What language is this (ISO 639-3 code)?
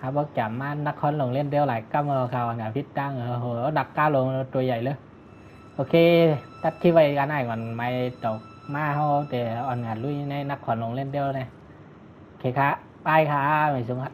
shn